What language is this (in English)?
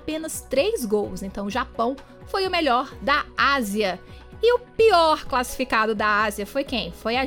Portuguese